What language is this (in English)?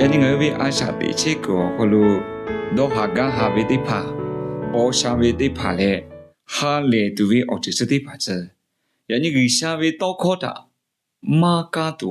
Lahu